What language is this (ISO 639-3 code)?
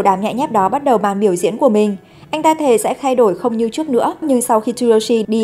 vie